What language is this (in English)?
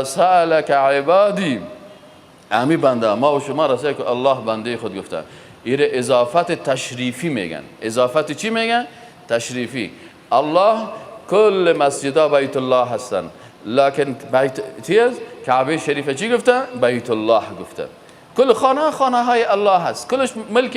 Persian